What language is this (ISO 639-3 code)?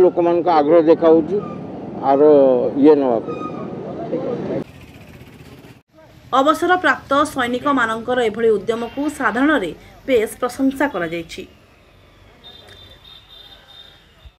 ori